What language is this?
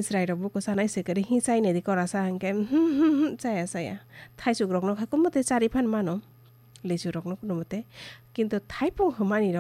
Kok Borok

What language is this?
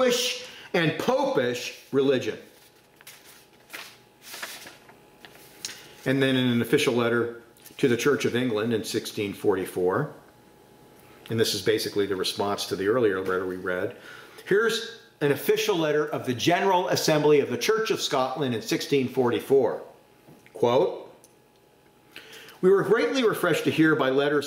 English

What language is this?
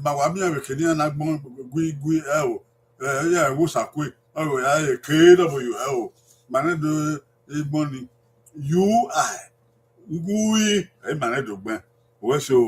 Bini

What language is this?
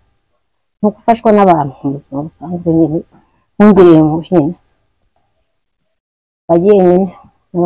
Kinyarwanda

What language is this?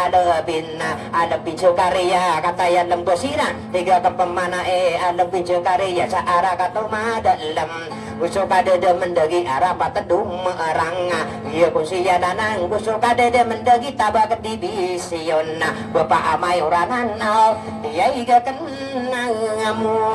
Maranao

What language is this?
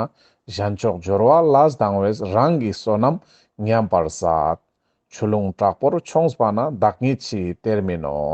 Ladakhi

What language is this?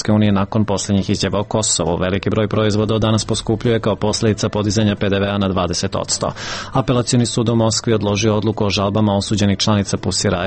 Serbian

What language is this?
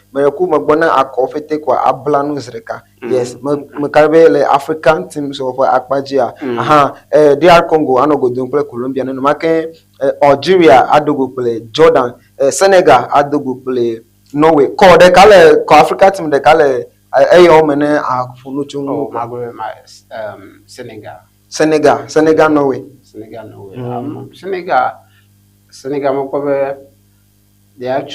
Ewe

